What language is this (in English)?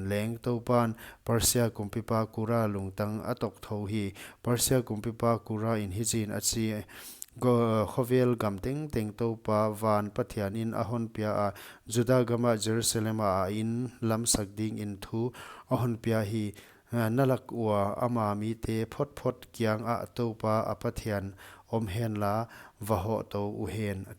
Paite Chin